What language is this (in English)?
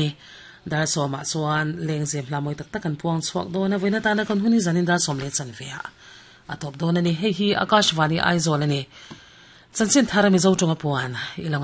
Mizo